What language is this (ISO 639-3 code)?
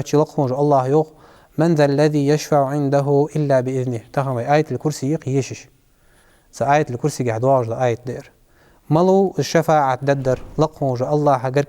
inh